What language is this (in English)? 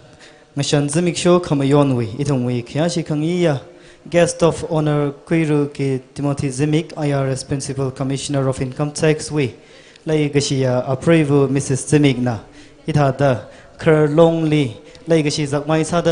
Tangkhul Naga (India)